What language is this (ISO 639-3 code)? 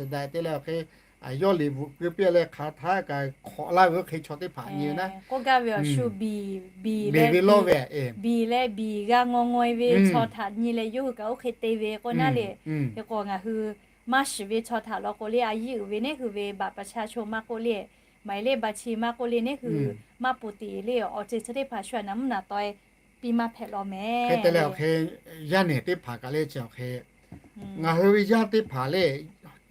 lhu